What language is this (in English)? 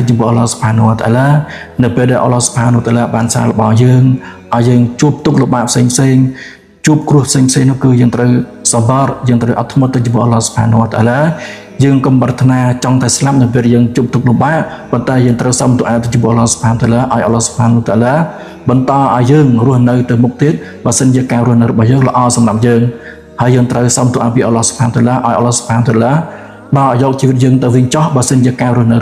Khmer